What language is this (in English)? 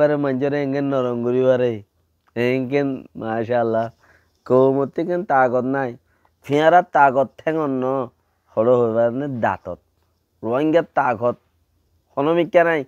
Rohingya